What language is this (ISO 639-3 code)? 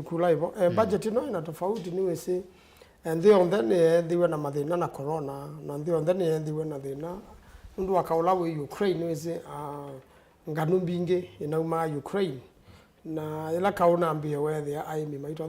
kam